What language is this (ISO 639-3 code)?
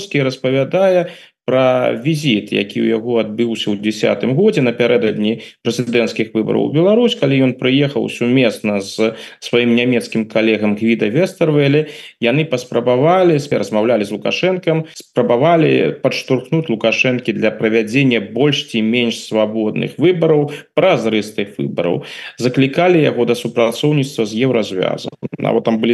bel